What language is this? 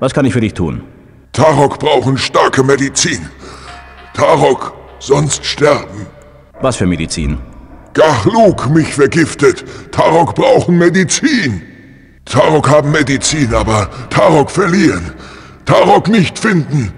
Bavarian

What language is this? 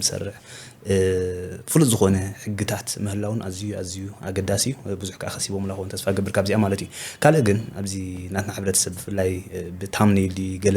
Tigrinya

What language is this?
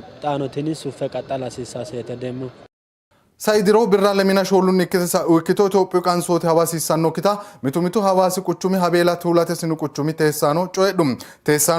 Sidamo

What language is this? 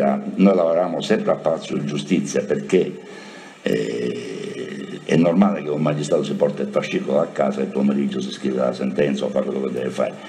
Italian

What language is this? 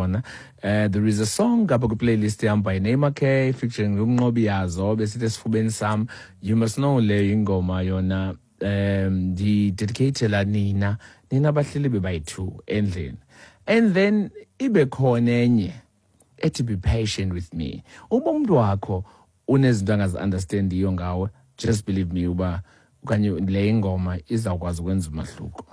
Xhosa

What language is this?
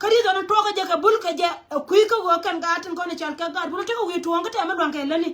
Nuer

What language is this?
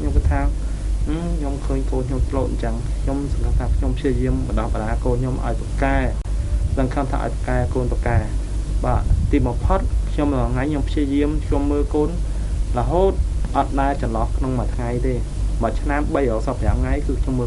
Khmer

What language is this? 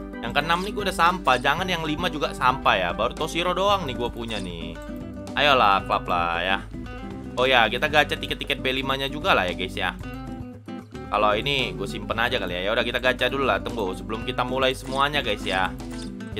Indonesian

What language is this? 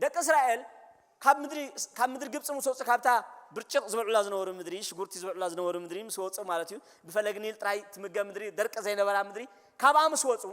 Tigrinya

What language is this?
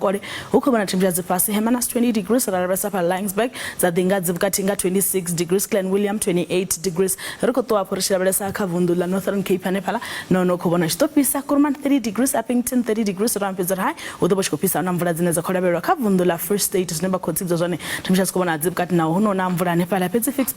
Venda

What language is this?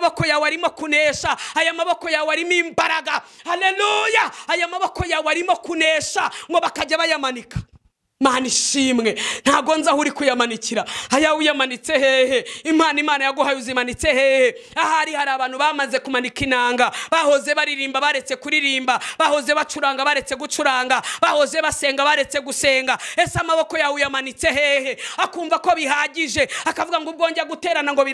Kinyarwanda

